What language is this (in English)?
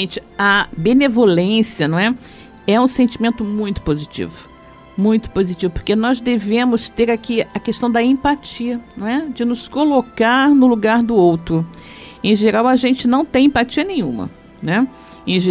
Portuguese